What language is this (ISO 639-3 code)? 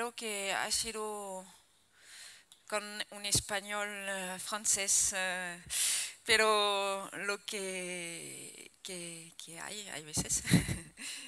spa